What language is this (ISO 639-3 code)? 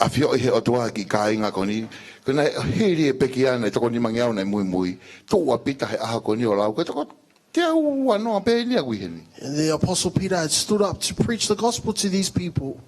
ton